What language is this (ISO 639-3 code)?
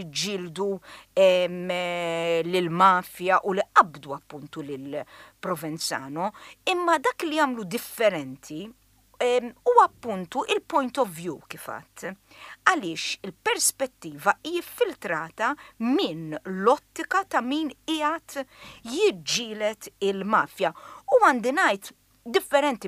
mlt